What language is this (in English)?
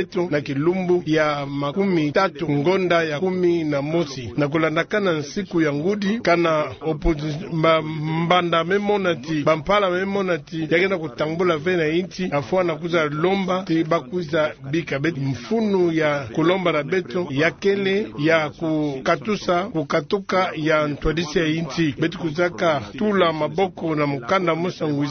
Kituba (Democratic Republic of Congo)